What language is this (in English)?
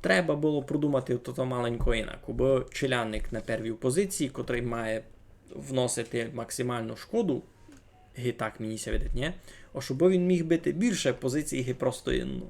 Rusyn